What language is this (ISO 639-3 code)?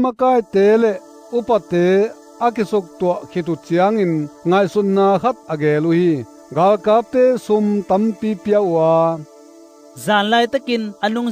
ctd